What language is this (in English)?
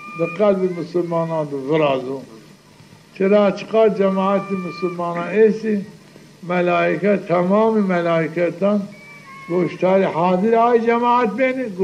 Zaza